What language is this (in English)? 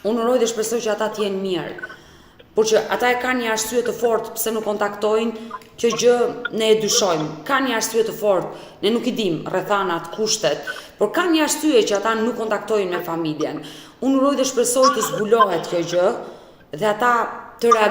Albanian